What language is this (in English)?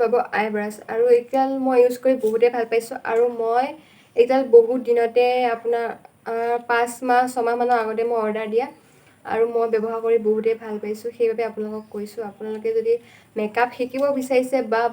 Assamese